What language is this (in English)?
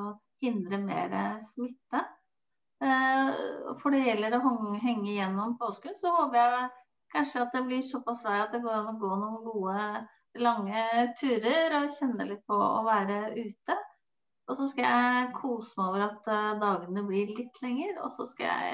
Norwegian